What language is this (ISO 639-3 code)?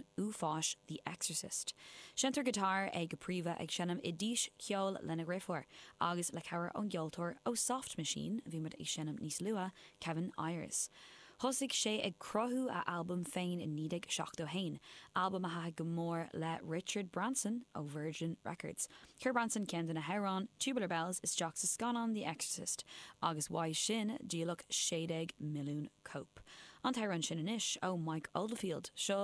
gle